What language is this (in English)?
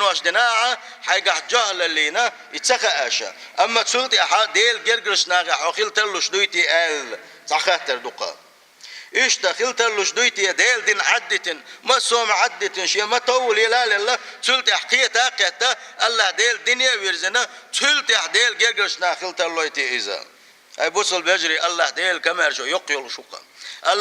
Chechen